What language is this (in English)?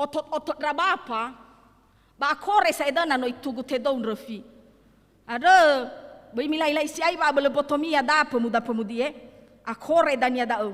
Nias